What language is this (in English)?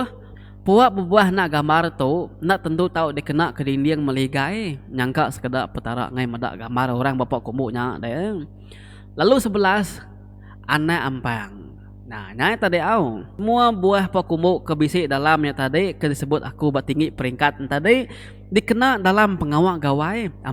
Iban